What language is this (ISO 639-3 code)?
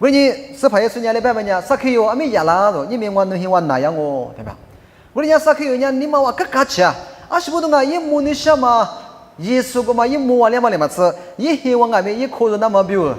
lis